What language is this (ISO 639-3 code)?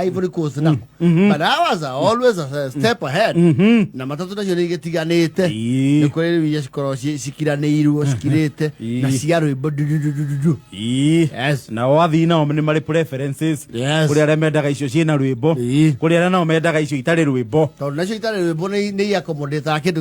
kik